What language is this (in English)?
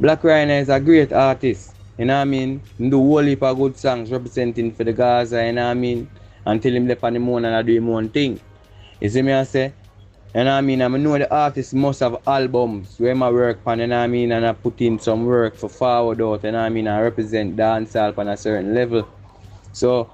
Jamaican Creole English